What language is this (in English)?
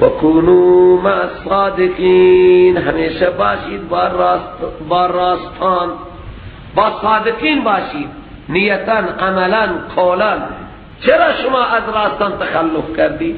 Persian